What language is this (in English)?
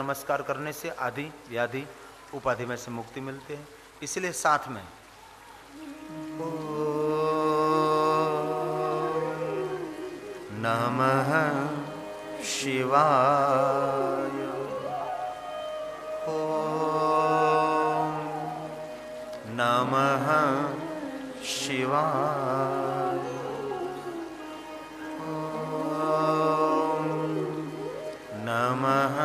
Gujarati